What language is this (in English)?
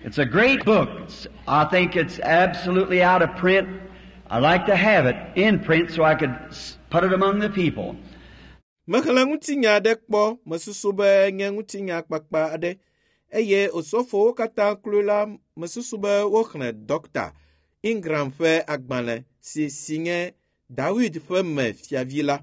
Ewe